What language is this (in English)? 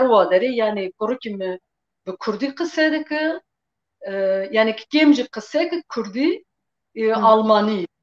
Kurdish